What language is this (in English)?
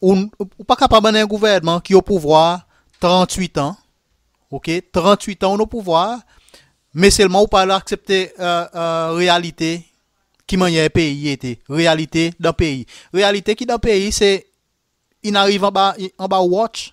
Seselwa Creole French